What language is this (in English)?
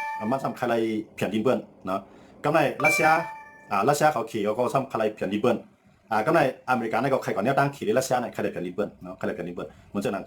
Shan